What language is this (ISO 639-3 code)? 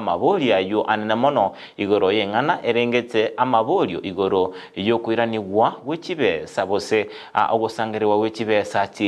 guz